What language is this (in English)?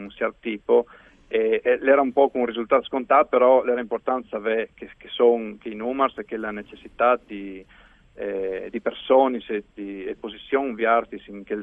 Friulian